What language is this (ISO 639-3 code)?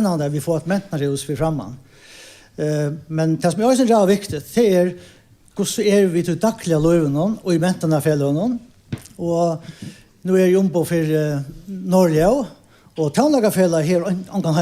fao